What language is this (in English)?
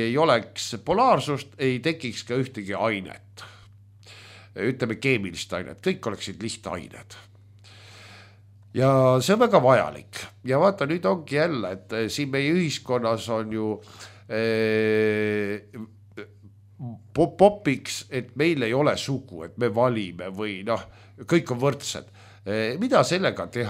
Estonian